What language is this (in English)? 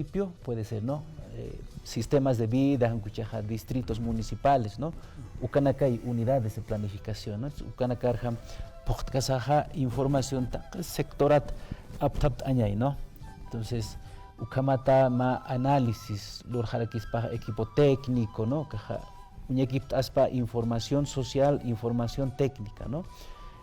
Aymara